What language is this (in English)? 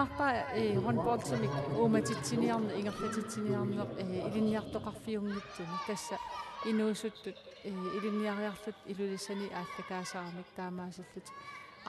Kalaallisut